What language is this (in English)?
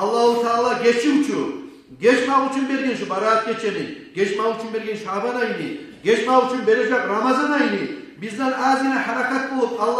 Kumyk